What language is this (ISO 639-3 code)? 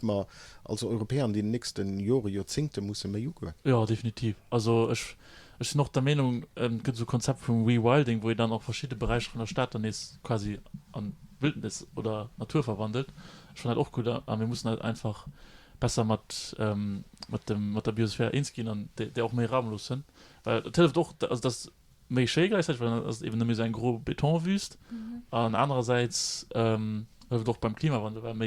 ltz